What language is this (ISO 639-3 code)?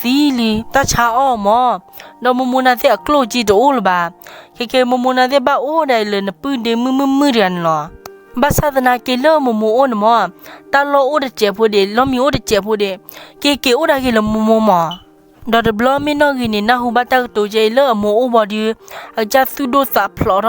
ksw